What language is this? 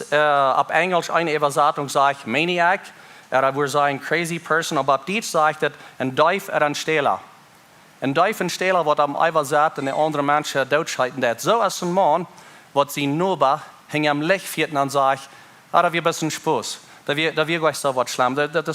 Plautdietsch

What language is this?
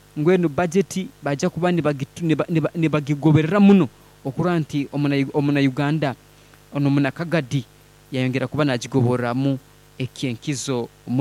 Nyoro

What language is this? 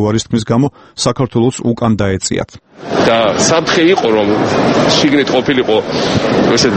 Georgian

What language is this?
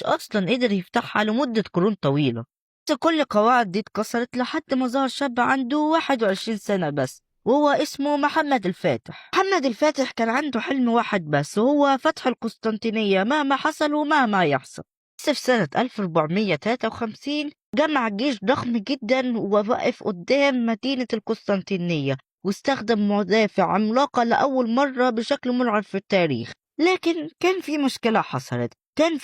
Egyptian Arabic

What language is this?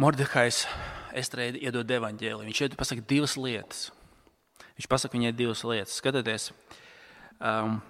Latvian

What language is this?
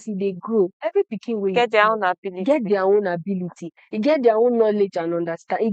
Nigerian Pidgin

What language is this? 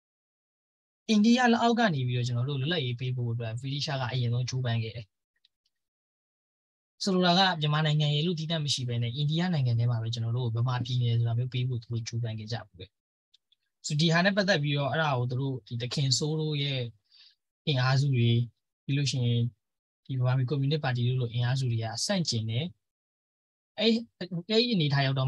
Burmese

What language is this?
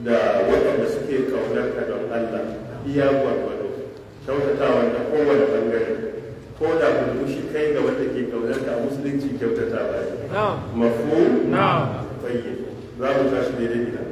Hausa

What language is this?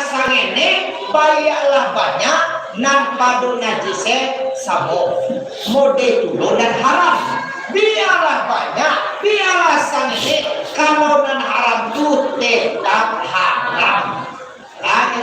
Minangkabau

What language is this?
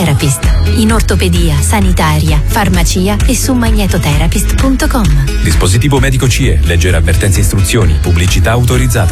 Italian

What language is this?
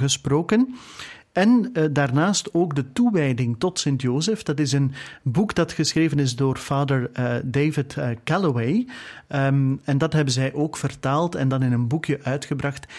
Dutch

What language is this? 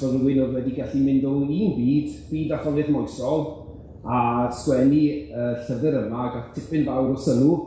Welsh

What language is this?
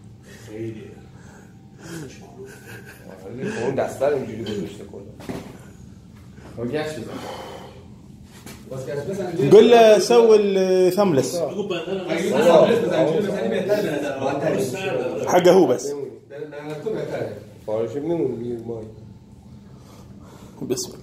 Persian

